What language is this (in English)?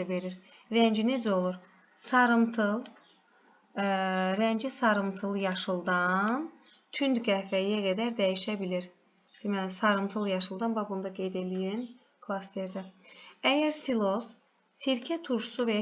Azerbaijani